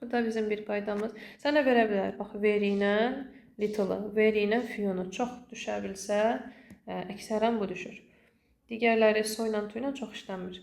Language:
Azerbaijani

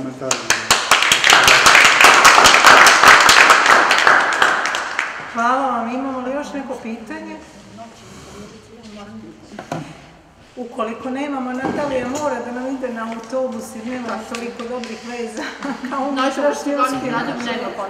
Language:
Serbian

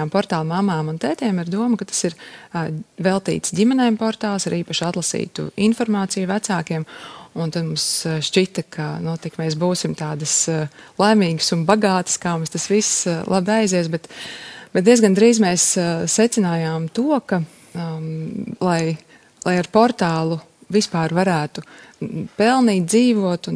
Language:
Latvian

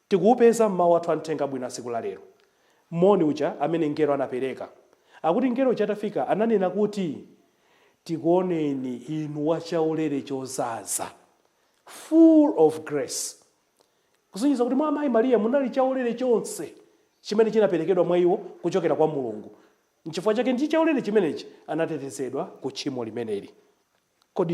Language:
Nyanja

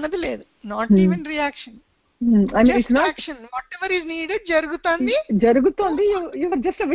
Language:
Telugu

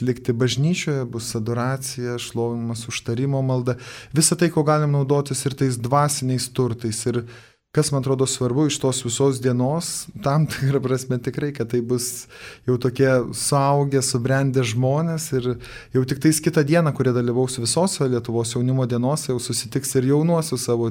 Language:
Lithuanian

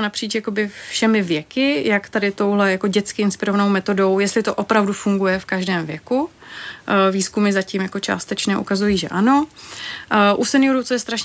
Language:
Czech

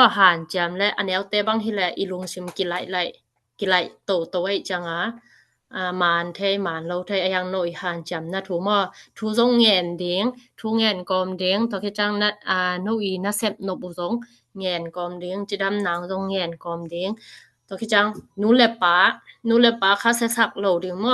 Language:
Tedim Chin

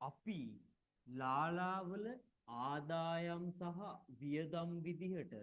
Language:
Sinhala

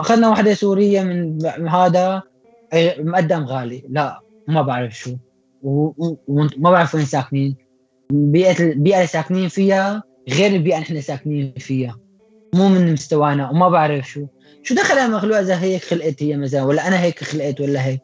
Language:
North Levantine Arabic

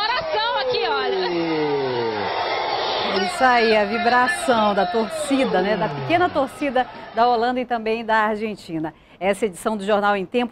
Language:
Portuguese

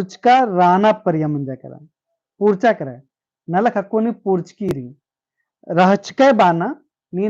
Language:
Kurukh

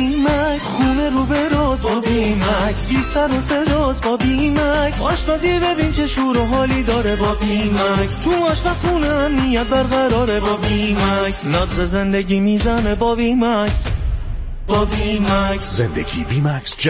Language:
Persian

